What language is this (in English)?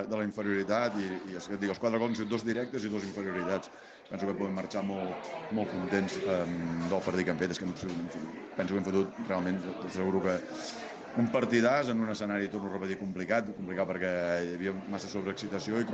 Catalan